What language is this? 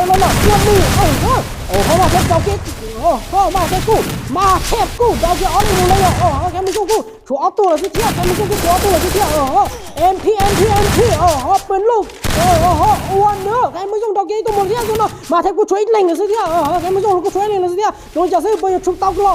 Hmong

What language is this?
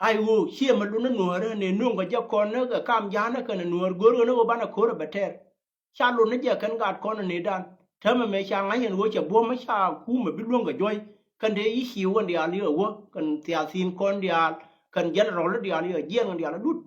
Nuer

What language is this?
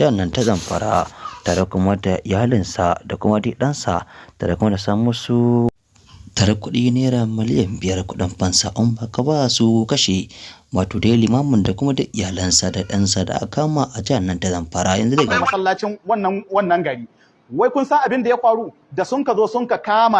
Hausa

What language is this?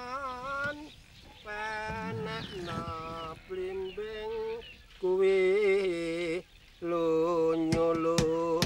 Betawi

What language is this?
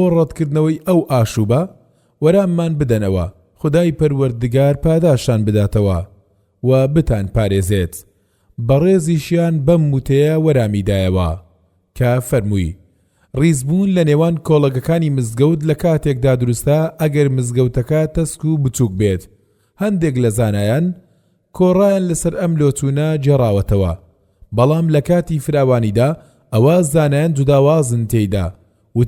Central Kurdish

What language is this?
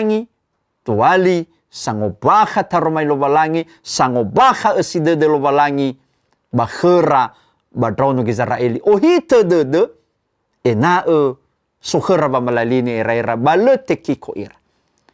Nias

